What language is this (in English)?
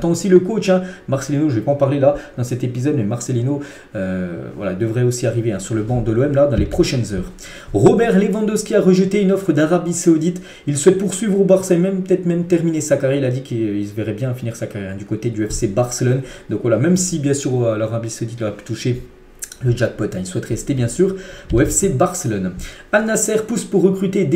French